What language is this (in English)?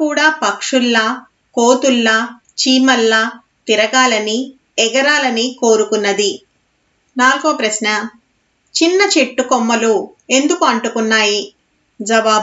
Telugu